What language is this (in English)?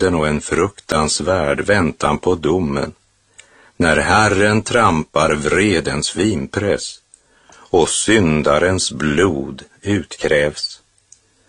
Swedish